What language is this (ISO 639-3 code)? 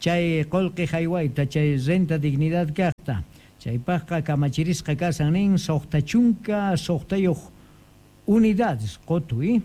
quh